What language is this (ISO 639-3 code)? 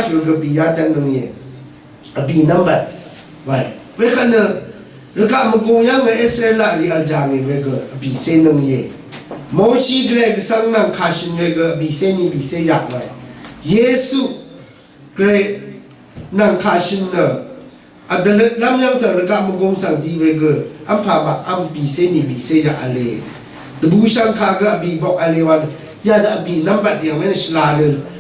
raw